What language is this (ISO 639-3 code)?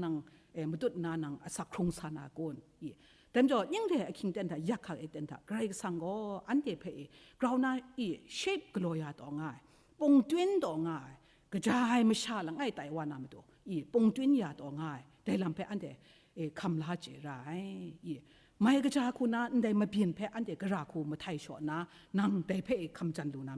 kac